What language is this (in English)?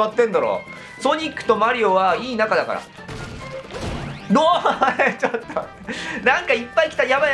Japanese